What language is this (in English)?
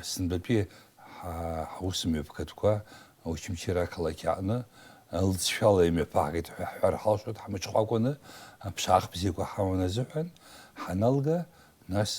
Abkhazian